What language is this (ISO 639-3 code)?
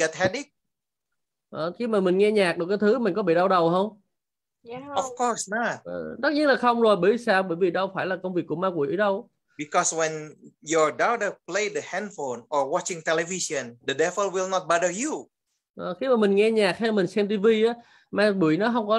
vie